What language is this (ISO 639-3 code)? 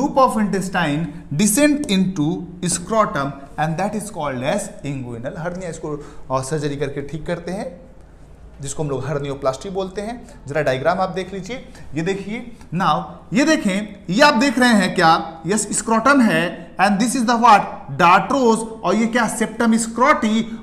hin